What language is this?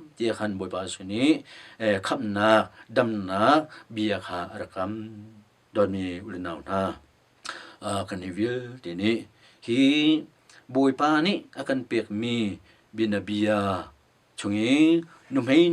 Hakha Chin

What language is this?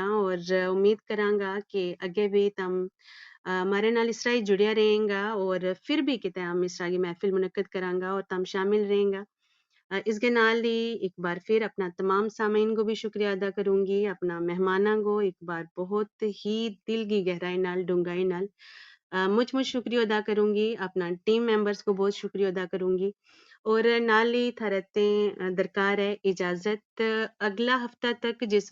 Gujari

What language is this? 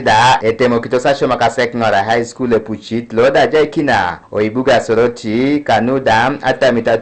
Teso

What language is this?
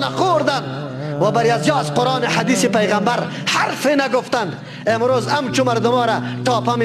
Persian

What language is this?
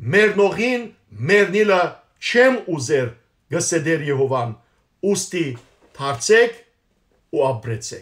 Western Armenian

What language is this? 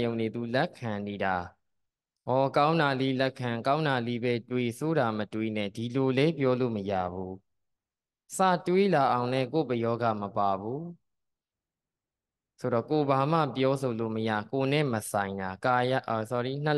Burmese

